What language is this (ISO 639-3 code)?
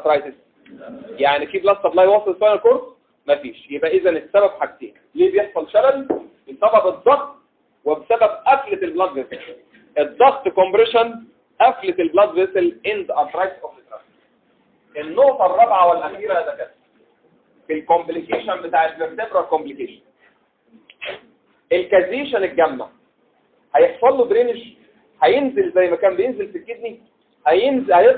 arz